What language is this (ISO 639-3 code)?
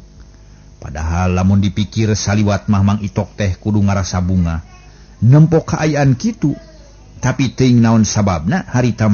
sun